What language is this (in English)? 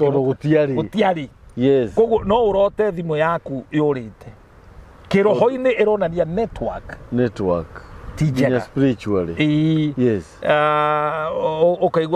Kikuyu